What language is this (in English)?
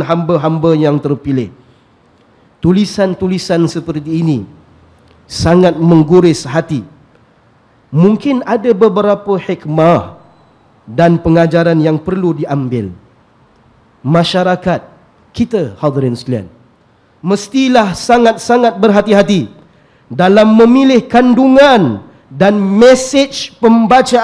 Malay